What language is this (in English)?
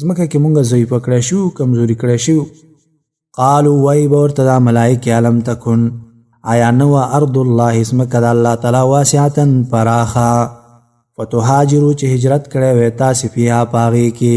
Pashto